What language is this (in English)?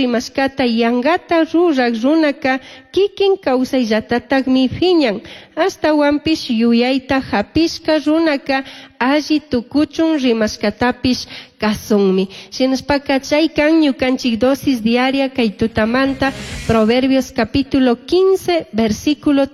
Chimborazo Highland Quichua